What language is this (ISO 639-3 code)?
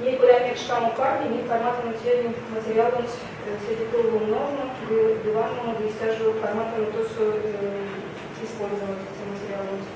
myv